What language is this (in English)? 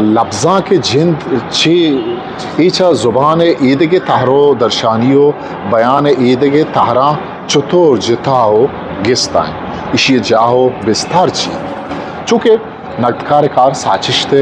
Eastern Balochi